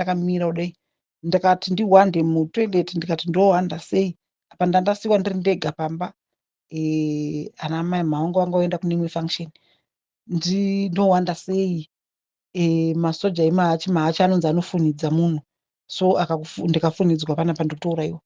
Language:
Shona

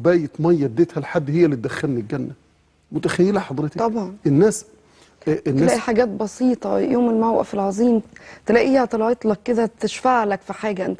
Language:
Egyptian Arabic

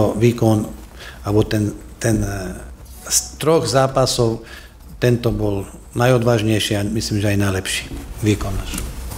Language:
Slovak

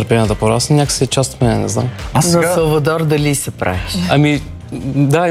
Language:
Bulgarian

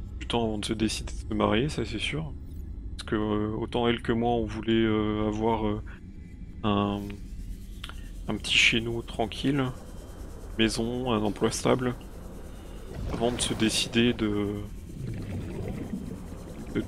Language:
French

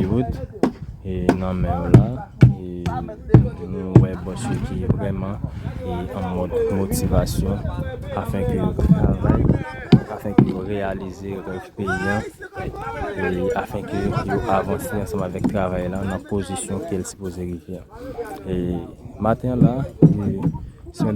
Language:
Haitian Creole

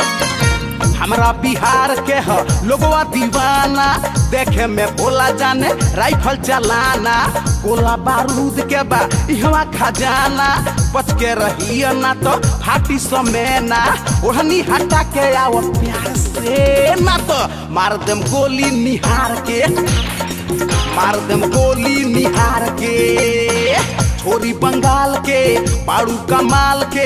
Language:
Bhojpuri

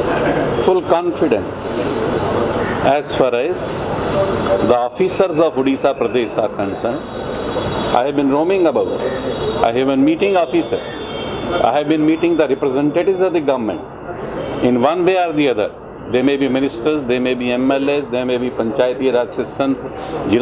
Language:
Odia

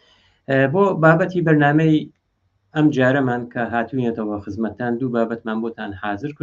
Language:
Central Kurdish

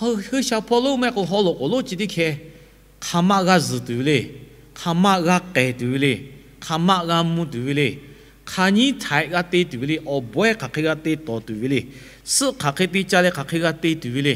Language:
Lahu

